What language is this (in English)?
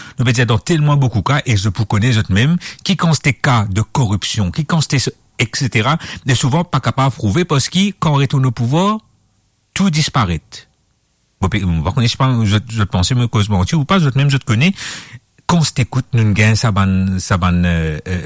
Morisyen